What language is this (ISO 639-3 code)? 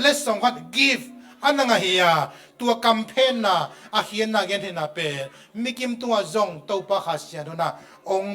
ctd